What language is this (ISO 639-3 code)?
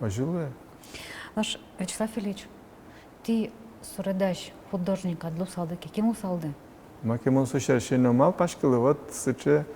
udm